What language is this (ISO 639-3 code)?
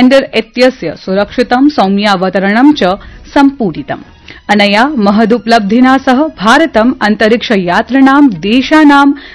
san